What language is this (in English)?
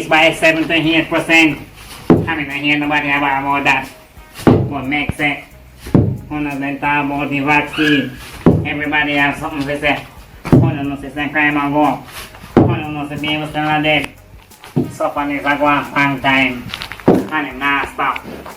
Jamaican Creole English